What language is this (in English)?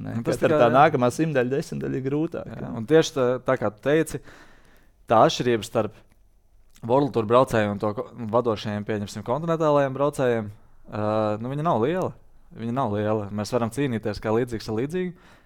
Latvian